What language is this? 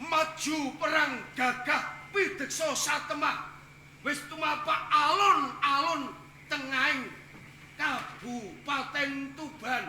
Javanese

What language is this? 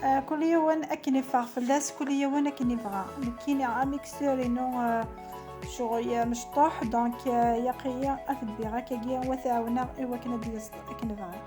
Kabyle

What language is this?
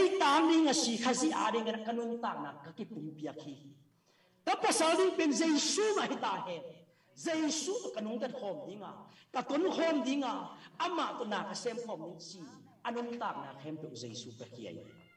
Tedim Chin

